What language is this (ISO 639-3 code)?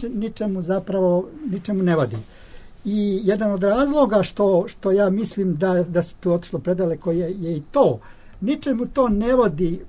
srp